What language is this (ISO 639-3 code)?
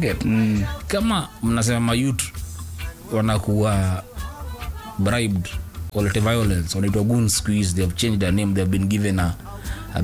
swa